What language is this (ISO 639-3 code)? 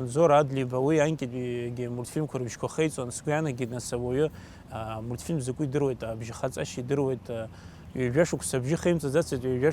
abk